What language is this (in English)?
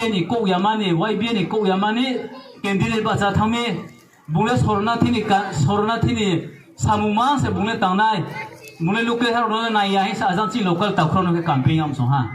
Riang (India)